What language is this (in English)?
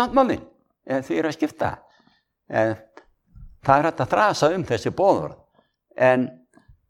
Icelandic